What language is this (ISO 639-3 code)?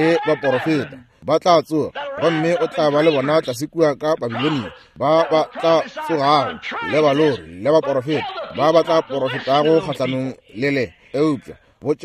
nso